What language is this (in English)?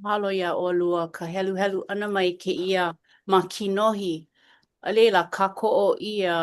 Hawaiian